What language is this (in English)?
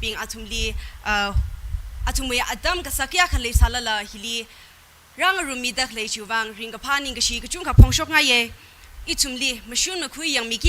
Tangkhul Naga (India)